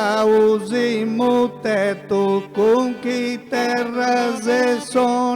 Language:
Sardinian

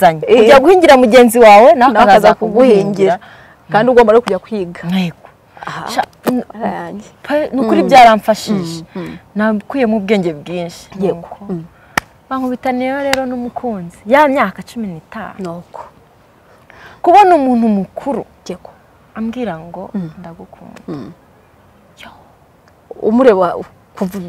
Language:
Kinyarwanda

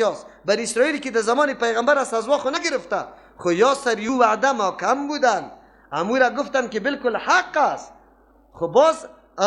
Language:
Persian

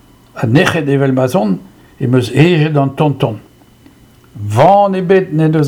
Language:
Breton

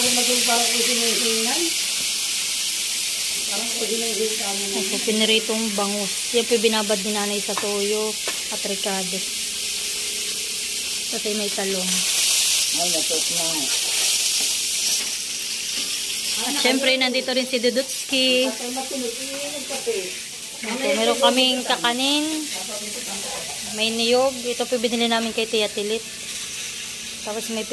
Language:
Filipino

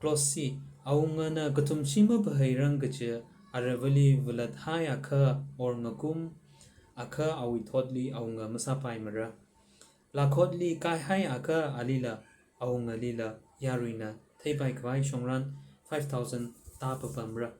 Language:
Tangkhul Naga (India)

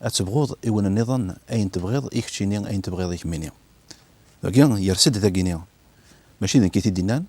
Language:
Kabyle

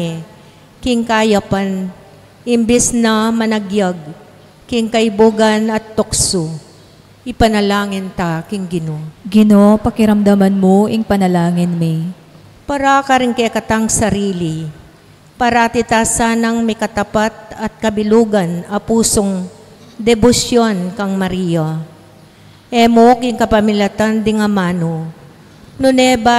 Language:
Pampanga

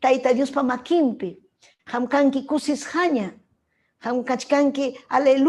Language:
Ayacucho Quechua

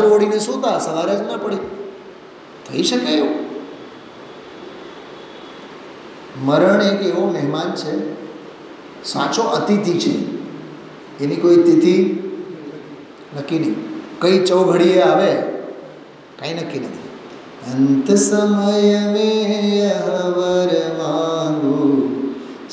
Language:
Gujarati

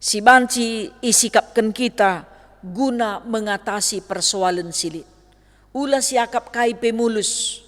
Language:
Batak Karo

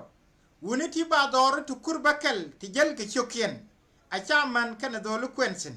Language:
Nuer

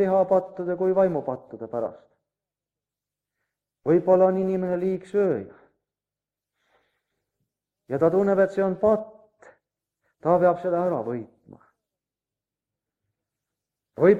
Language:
Estonian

